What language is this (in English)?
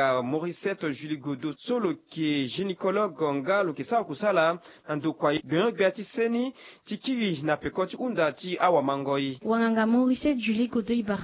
Sango